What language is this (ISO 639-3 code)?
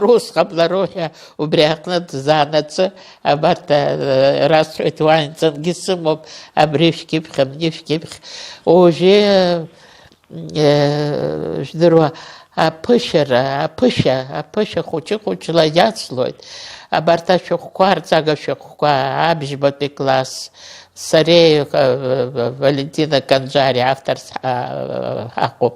abk